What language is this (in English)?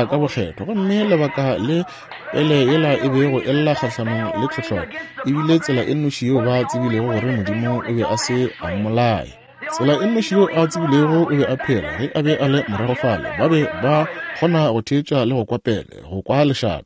Northern Sotho